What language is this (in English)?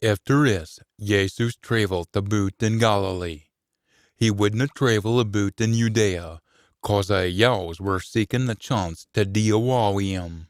Scots